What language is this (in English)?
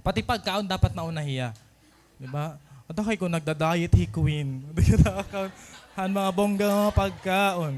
Waray